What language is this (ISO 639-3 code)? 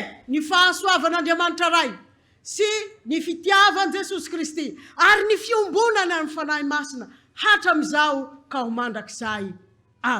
mlg